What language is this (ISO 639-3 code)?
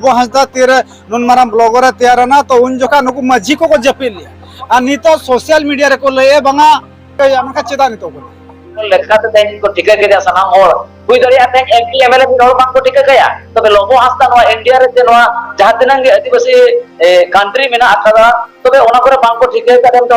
sat